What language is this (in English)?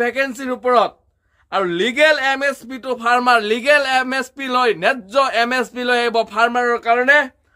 Assamese